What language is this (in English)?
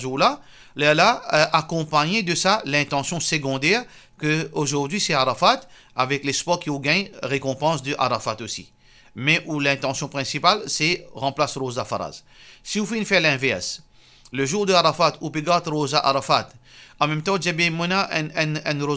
Morisyen